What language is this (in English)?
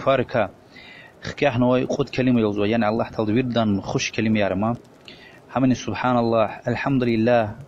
Lezghian